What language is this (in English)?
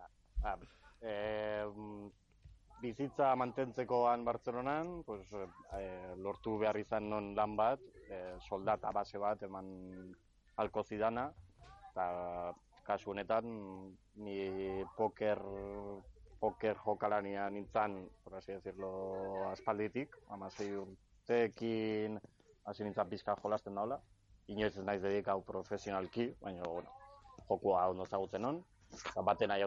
Basque